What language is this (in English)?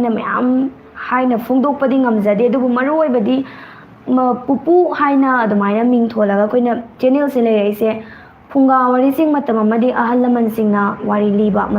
Manipuri